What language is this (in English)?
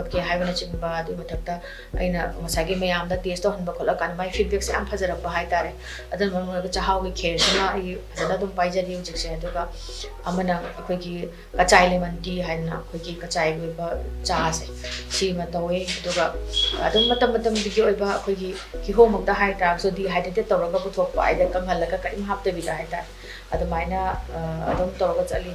Manipuri